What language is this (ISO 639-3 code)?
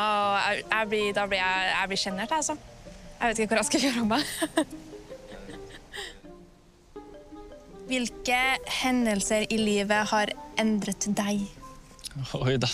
nor